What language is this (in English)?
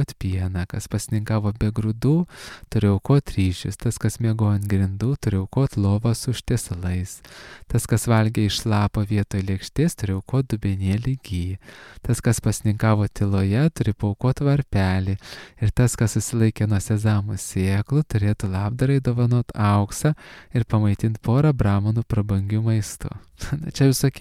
Lithuanian